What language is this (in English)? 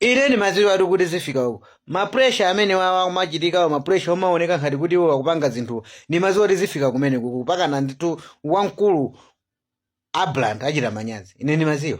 Nyanja